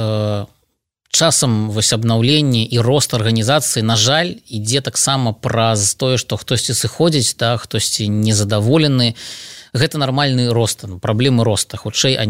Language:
Belarusian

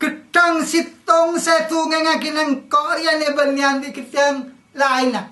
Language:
Madurese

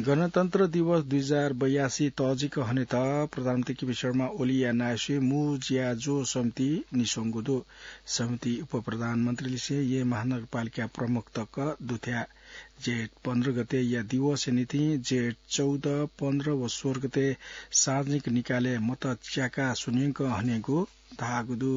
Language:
Newari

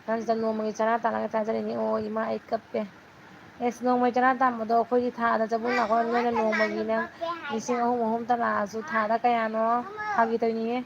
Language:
Manipuri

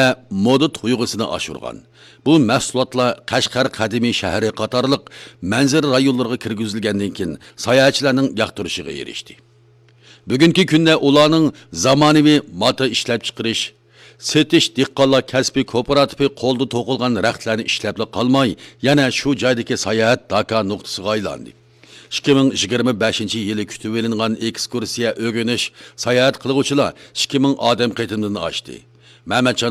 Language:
Uyghur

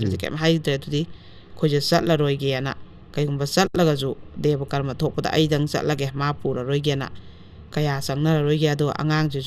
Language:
Manipuri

